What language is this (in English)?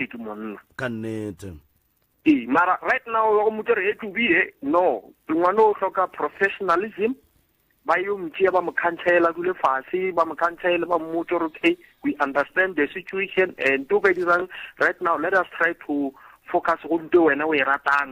Northern Sotho